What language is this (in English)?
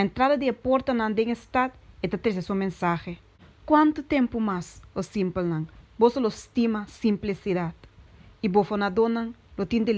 Papiamento